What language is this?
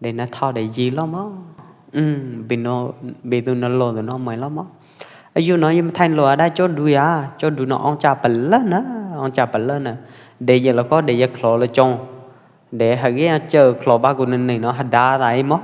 Pwo Eastern Karen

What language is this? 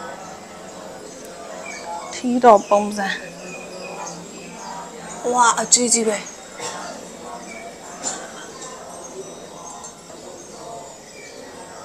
Burmese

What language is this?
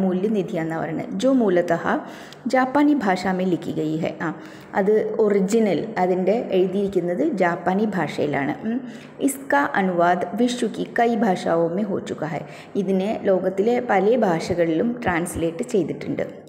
Malayalam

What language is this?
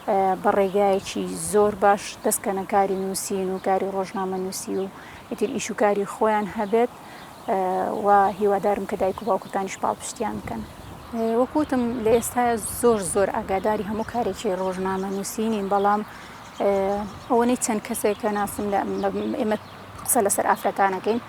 Central Kurdish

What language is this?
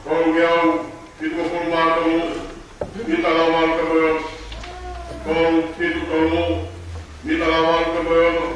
Tongan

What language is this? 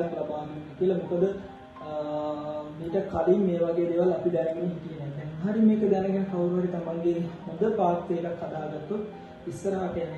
Sinhala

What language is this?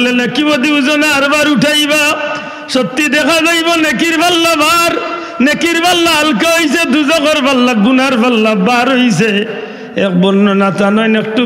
Sylheti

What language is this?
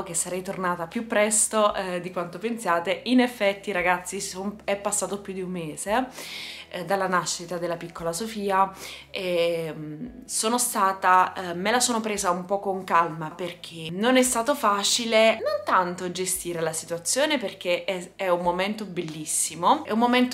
Italian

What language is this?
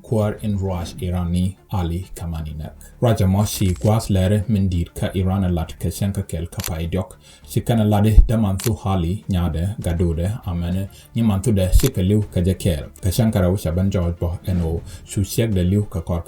Nuer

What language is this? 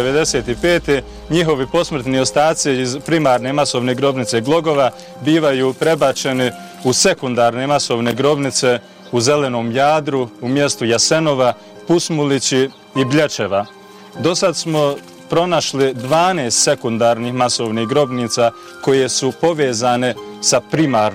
Bosnian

